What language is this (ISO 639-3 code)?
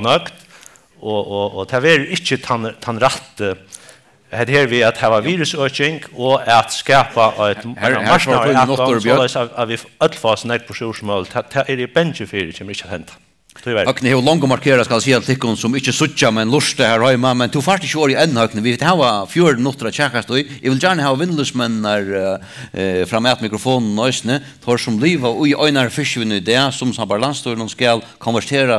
fao